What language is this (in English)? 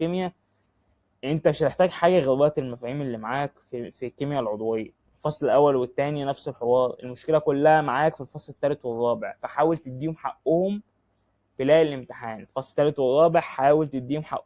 Egyptian Arabic